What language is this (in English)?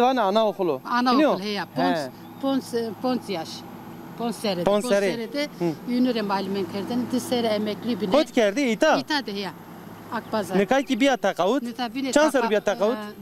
Zaza